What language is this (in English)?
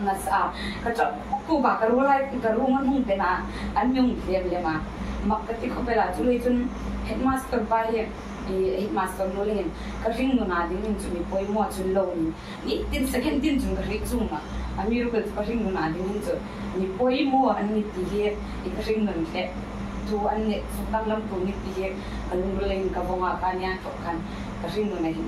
Hmar